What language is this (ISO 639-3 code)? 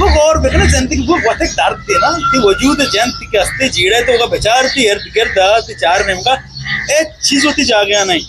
bgp